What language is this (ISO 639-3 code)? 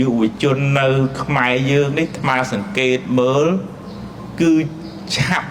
khm